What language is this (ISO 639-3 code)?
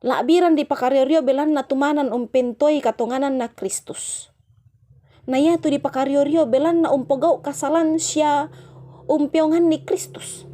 sda